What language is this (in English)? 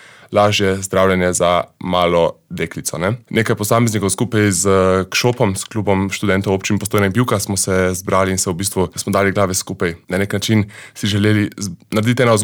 Slovenian